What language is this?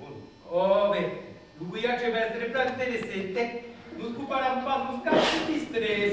Occitan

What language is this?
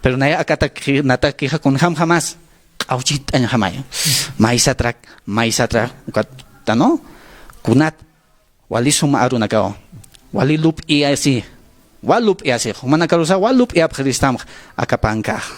Aymara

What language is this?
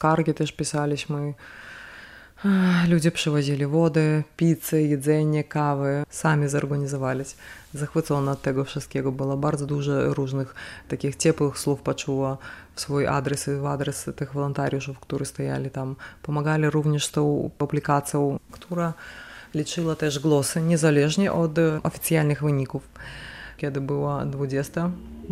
Polish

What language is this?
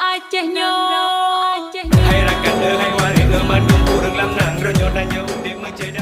Achinese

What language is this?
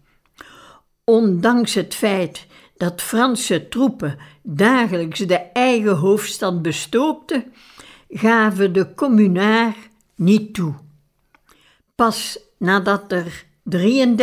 Dutch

